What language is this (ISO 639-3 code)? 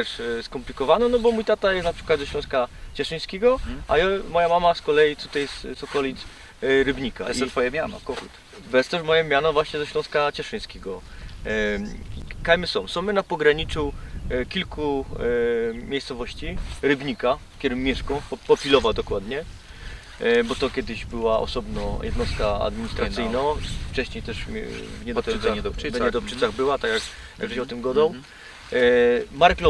szl